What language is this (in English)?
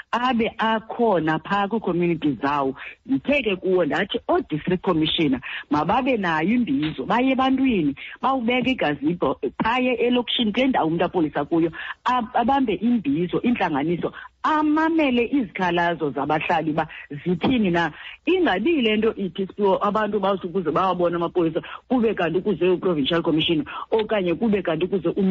Xhosa